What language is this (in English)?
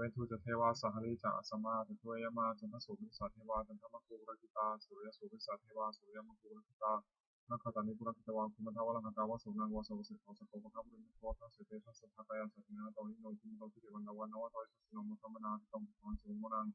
Pali